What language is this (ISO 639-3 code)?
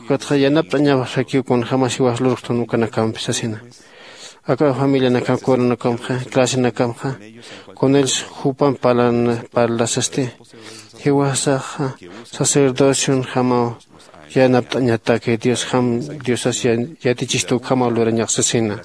aym